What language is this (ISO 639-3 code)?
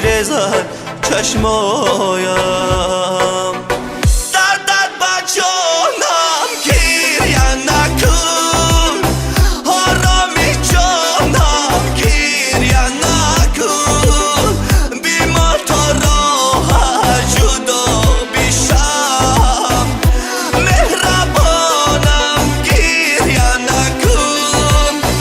tgk